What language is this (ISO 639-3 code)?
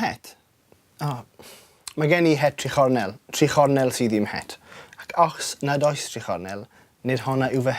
cym